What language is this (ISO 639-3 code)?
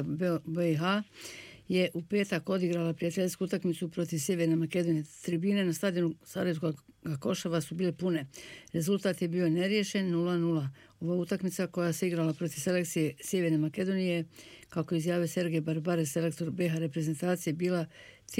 bos